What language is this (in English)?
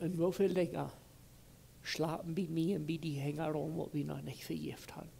Plautdietsch